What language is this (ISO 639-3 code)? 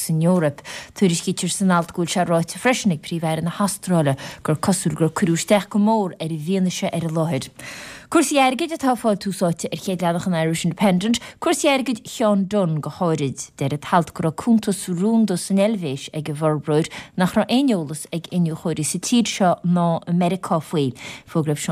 gle